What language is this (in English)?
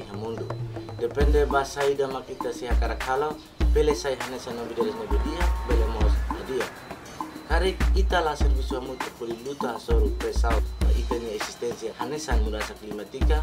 Tetum